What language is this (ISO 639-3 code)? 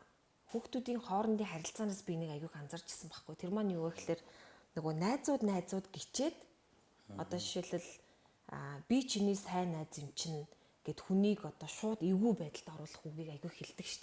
mon